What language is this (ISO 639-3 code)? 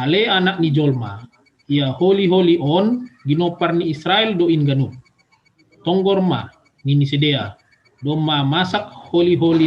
bts